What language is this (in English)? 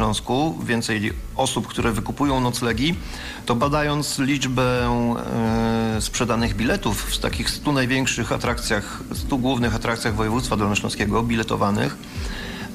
Polish